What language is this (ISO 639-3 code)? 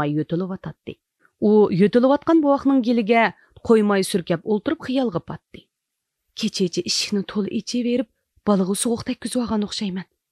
uig